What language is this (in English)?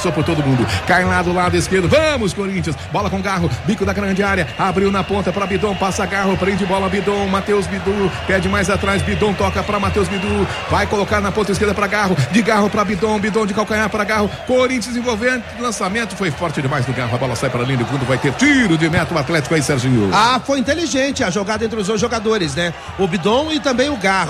Portuguese